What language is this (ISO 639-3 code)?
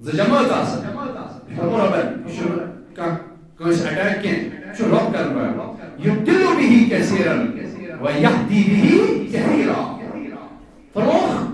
kas